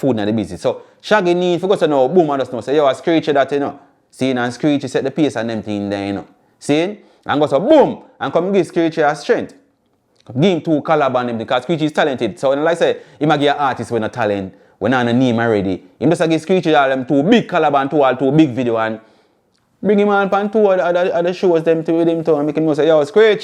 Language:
Jamaican Creole English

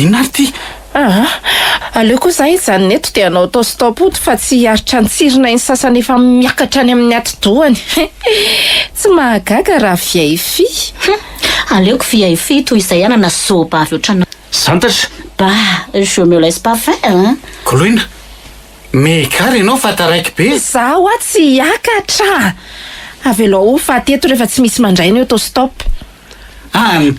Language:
Malagasy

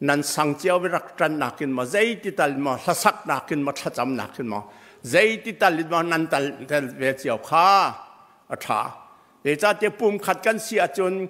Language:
Hakha Chin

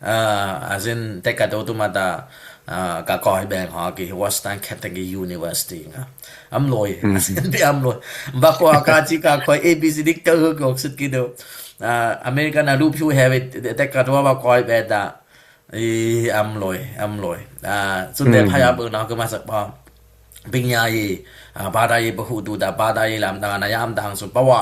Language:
Dimasa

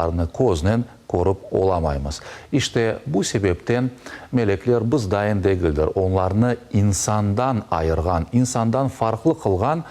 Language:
Crimean Tatar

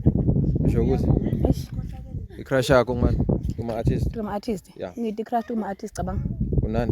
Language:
Zulu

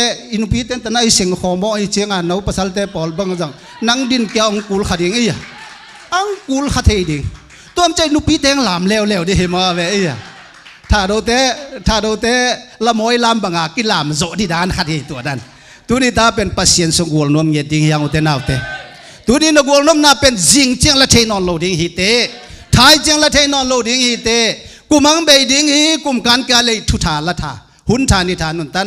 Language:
Tedim Chin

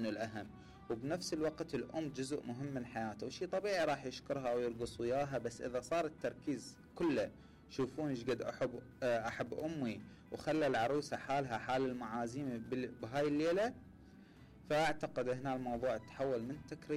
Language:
Mesopotamian Arabic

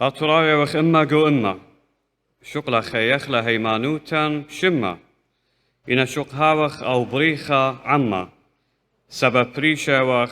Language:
Assyrian Neo-Aramaic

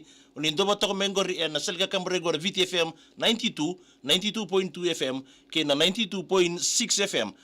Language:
Fijian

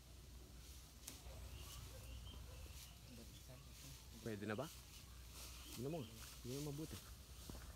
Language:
Filipino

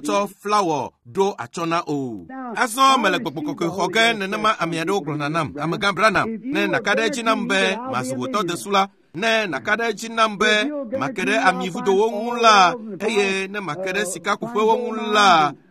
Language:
Ewe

